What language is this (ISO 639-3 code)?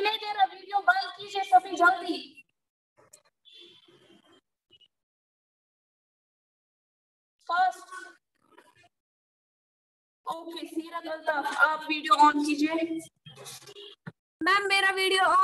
hin